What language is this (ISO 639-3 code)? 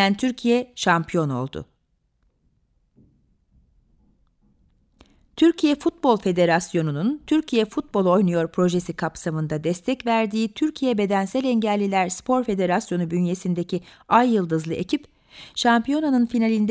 tur